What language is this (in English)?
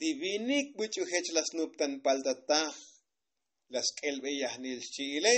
Tzotzil